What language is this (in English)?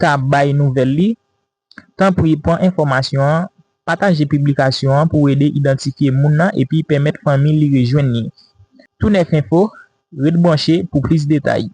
Haitian Creole